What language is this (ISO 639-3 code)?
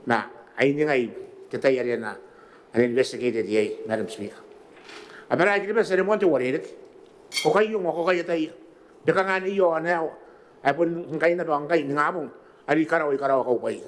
gil